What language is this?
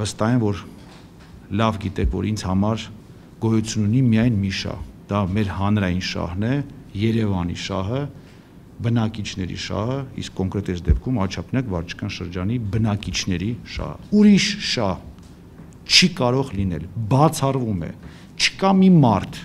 Armenian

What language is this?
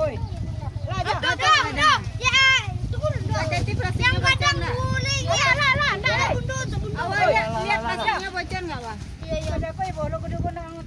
Minangkabau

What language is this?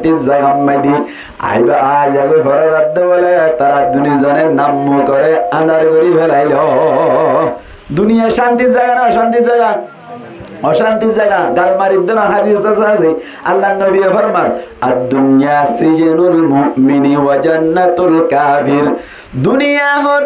Rohingya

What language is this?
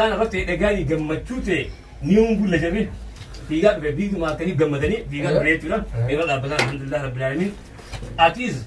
Oromo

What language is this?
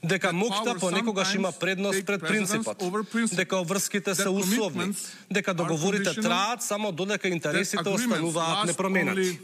Macedonian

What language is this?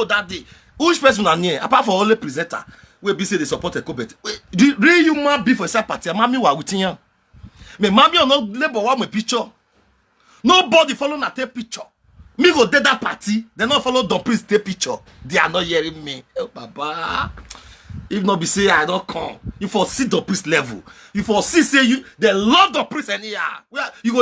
Nigerian Pidgin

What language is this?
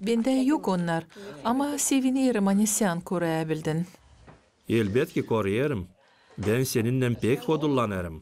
Gagauz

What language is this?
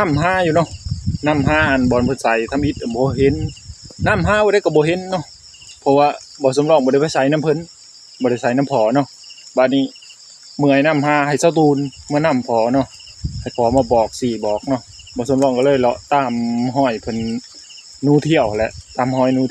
Northeastern Thai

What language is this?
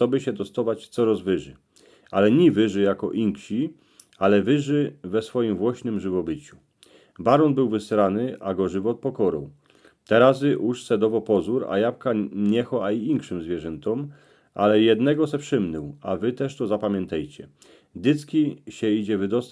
Silesian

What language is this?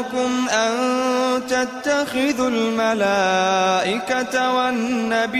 Arabic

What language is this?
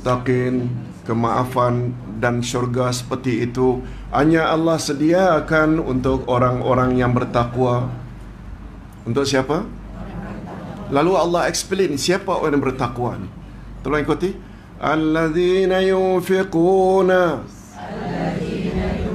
Malay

